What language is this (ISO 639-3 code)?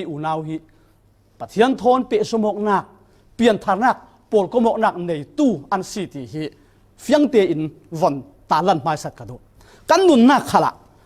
cfm